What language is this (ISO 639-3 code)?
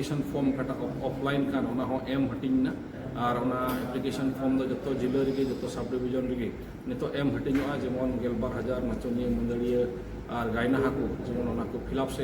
sat